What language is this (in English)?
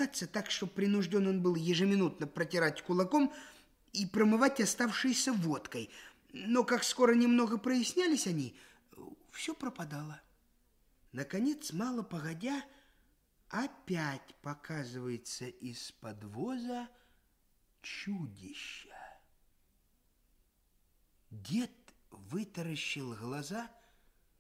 Russian